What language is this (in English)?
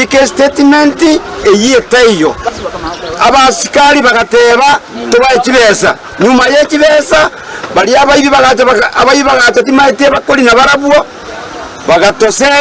Gusii